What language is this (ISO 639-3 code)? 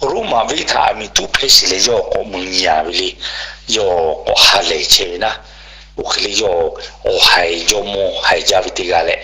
lhu